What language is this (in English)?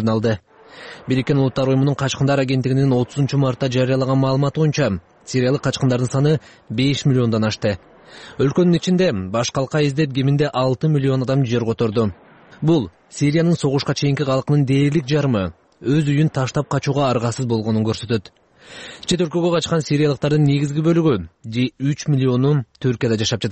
Kyrgyz